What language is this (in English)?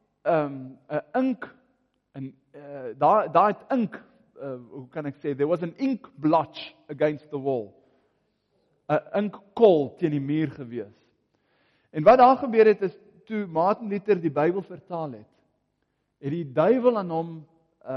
Afrikaans